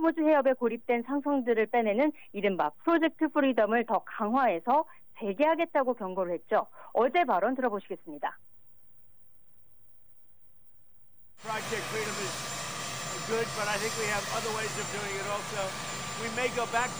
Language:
Korean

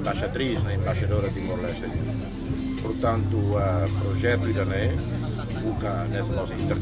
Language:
Tetum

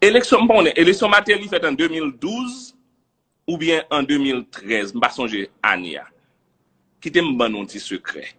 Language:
Haitian Creole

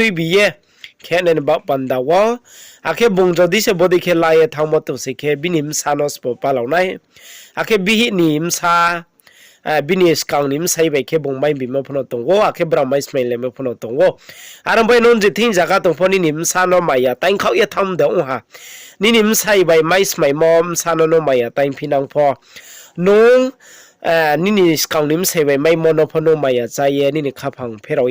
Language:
Riang (India)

